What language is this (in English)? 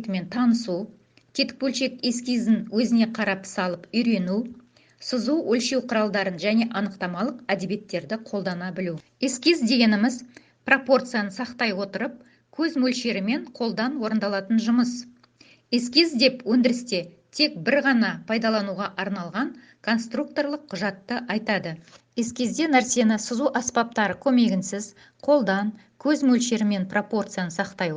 Kazakh